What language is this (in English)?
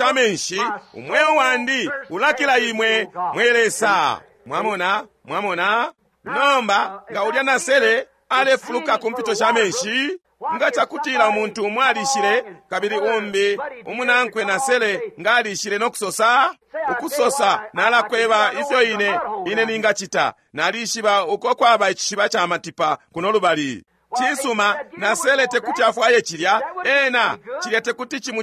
Bemba